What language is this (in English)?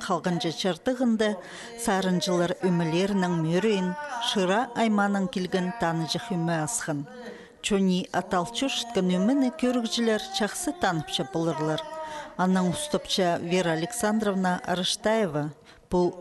Khakas